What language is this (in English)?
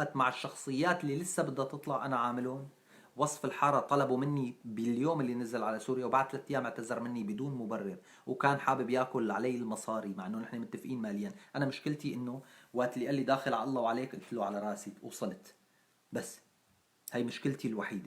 North Levantine Arabic